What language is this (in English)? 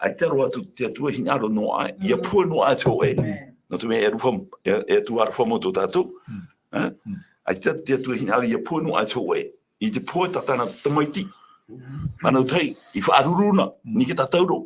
Tahitian